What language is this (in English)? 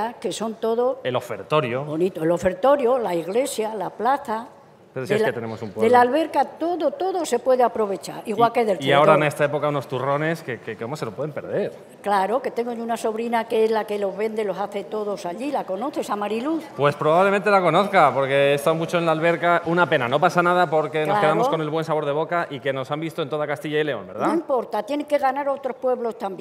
Spanish